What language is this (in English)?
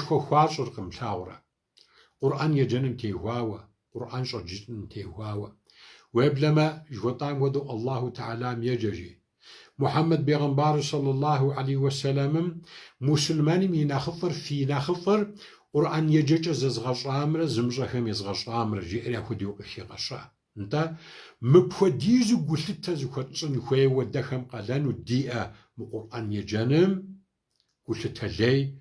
Kabardian